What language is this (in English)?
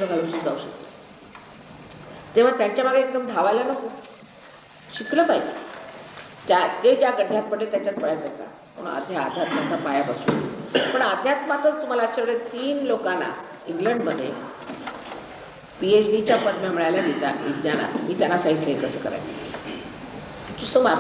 Marathi